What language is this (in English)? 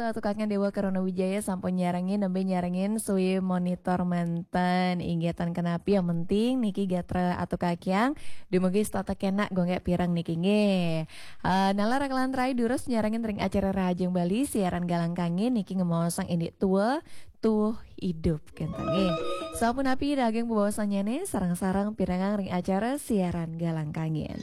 Balinese